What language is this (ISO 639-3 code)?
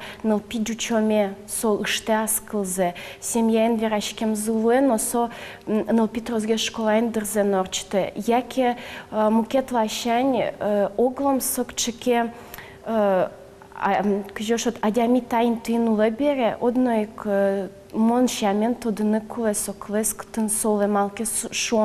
udm